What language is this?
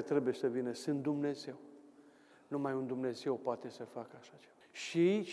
Romanian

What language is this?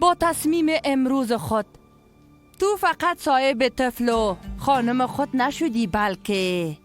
Persian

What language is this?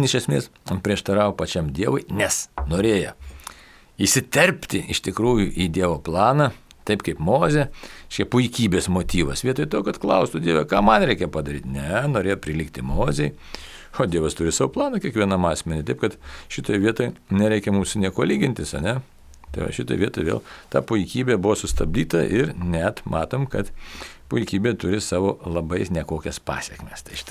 Lithuanian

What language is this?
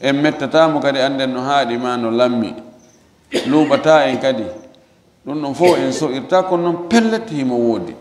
Fula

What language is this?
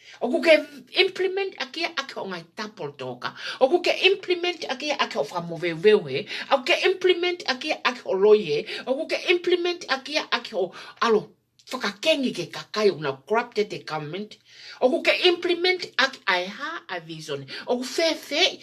Tongan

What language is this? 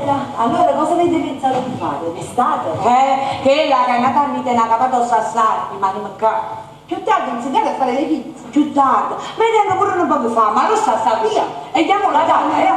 Neapolitan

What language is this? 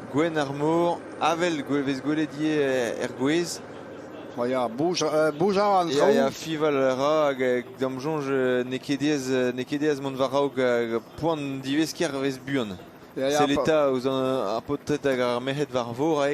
Breton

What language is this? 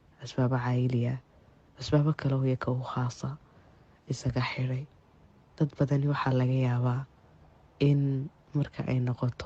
Somali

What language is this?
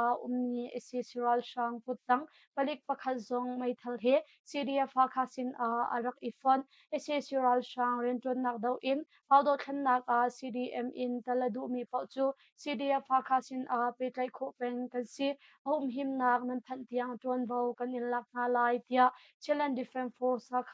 Hakha Chin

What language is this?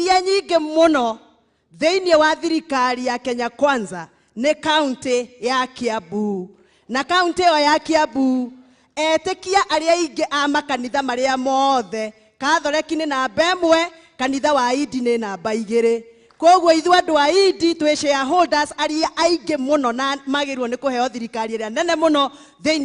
Kikuyu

